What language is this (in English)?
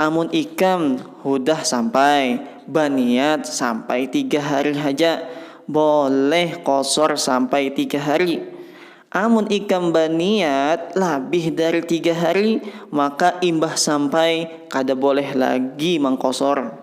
Banjar